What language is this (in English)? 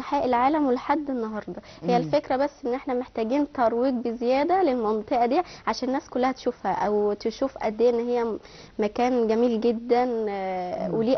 Egyptian Arabic